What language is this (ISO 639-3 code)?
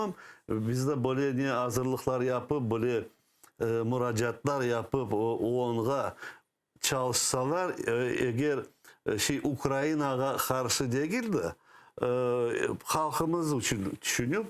crh